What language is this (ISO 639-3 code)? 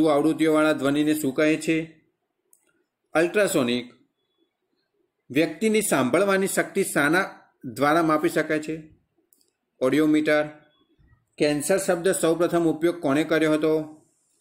guj